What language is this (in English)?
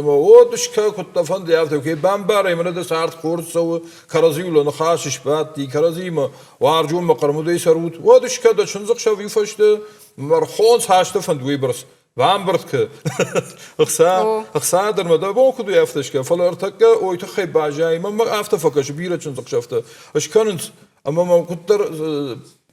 Ossetic